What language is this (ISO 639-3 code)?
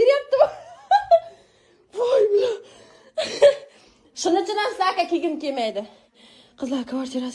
uzb